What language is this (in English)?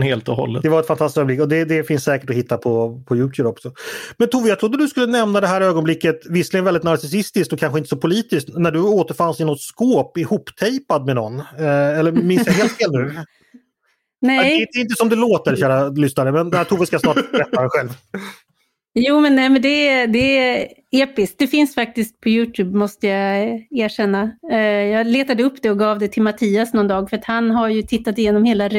Swedish